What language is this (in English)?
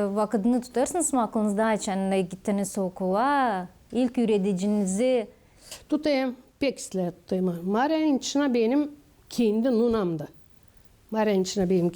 Gagauz